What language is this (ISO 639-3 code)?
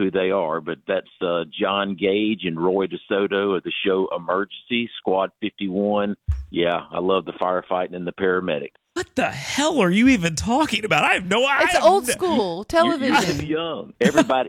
eng